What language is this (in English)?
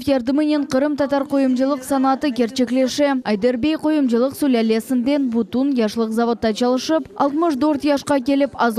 Crimean Tatar